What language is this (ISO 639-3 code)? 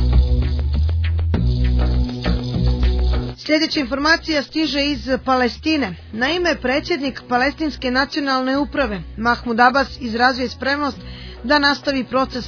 srp